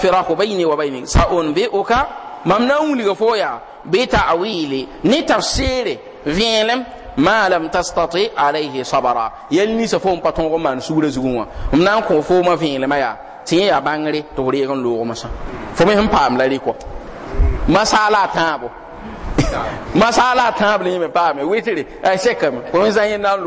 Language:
Mossi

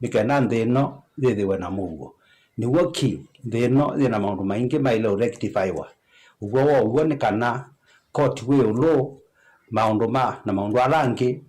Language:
Kamba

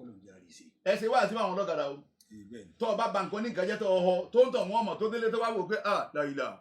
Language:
Yoruba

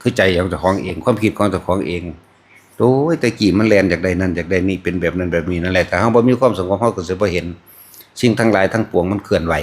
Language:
Northeastern Thai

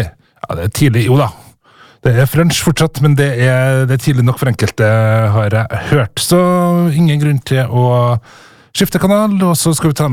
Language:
Norwegian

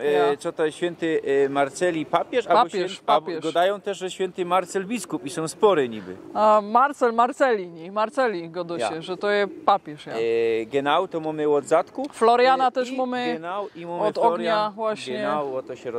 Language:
Silesian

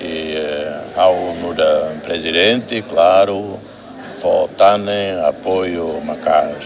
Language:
Tetum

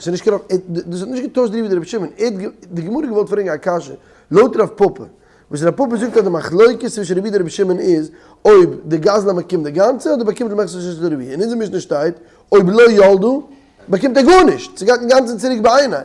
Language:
Yiddish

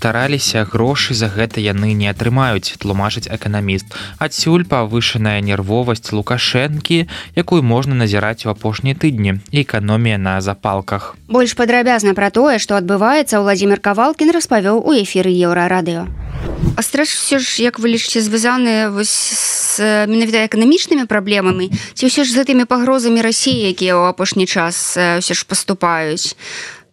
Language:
Belarusian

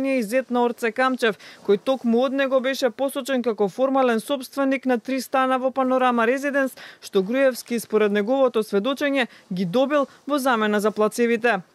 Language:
Macedonian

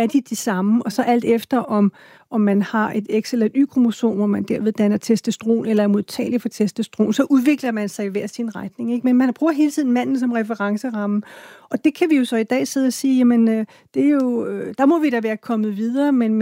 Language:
Danish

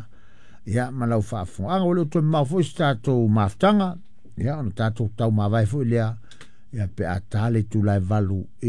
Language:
Samoan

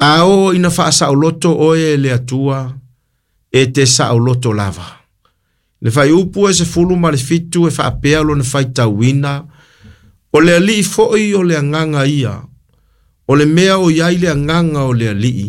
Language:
Samoan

